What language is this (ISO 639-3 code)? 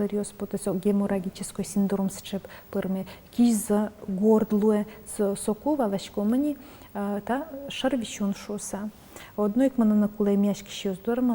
udm